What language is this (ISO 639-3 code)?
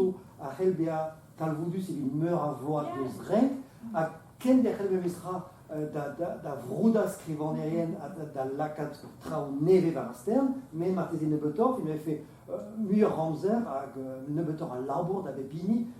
bre